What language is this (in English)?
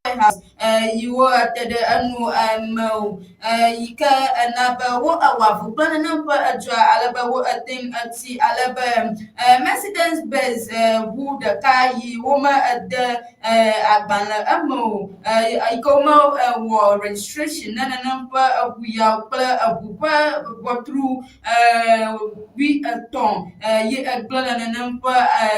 Ewe